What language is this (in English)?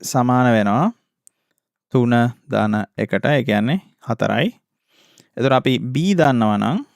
Sinhala